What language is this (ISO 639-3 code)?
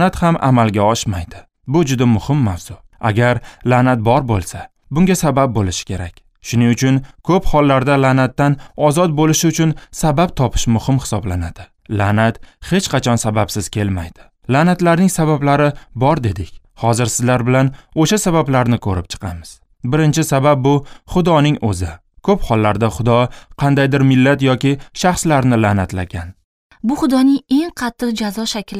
uzb